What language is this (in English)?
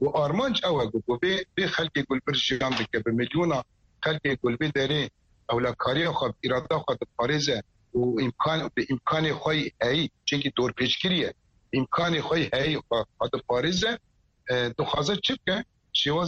Kurdish